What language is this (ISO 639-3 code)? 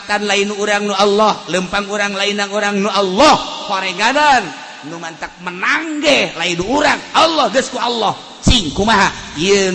sun